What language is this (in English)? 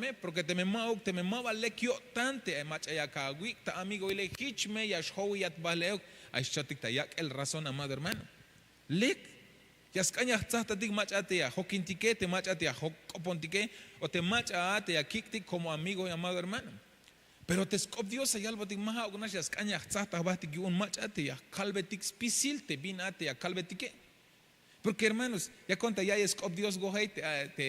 Tzeltal